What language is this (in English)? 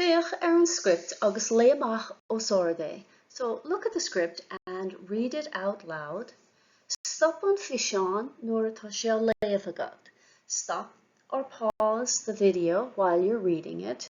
Irish